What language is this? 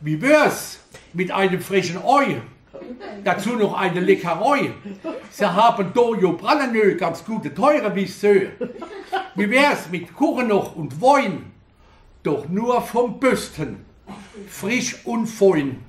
Palatine German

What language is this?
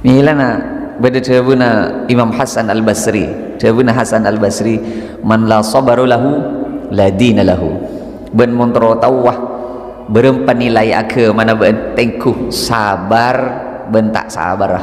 Madurese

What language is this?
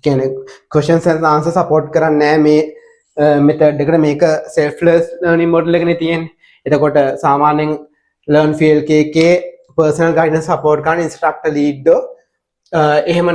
Sinhala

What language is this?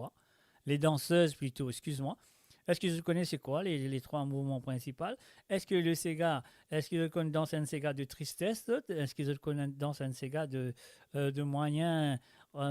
Morisyen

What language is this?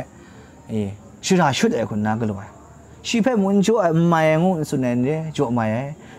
Kachin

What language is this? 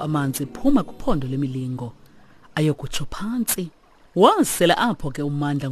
Xhosa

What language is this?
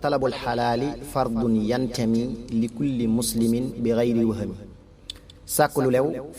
Wolof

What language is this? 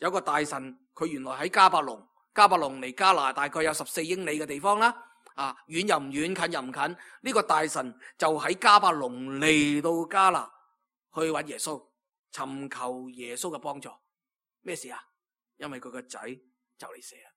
Cantonese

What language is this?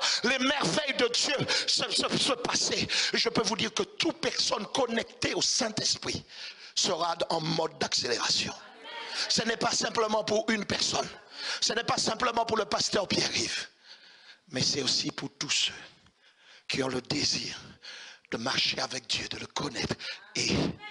French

